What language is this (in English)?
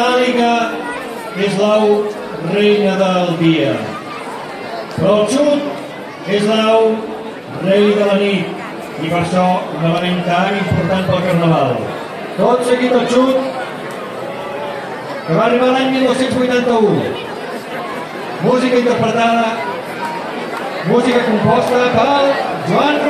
Catalan